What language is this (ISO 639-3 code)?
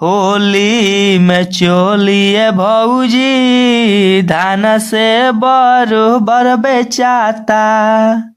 bho